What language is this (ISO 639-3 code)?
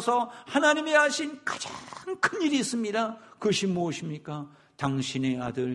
kor